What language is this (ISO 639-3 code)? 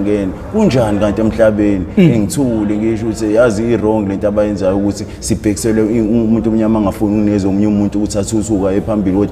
zul